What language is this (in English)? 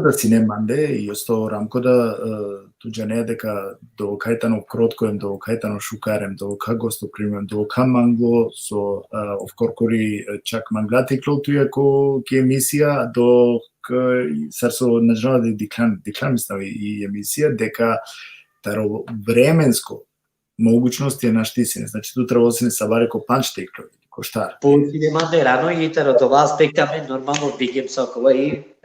Balkan Romani